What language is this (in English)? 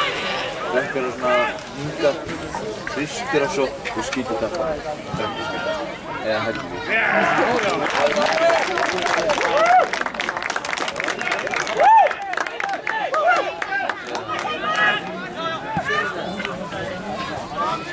Icelandic